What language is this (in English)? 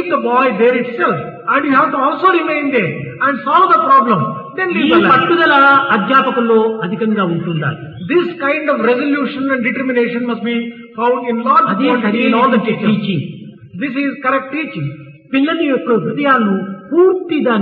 Telugu